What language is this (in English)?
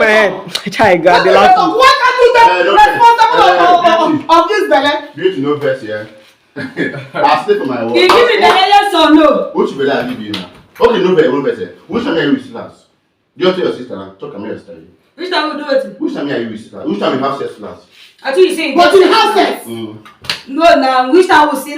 Nigerian Pidgin